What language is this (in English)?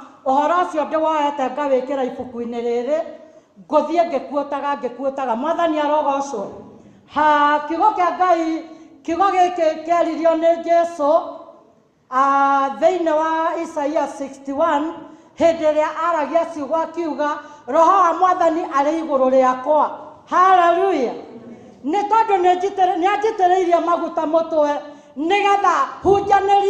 Kikuyu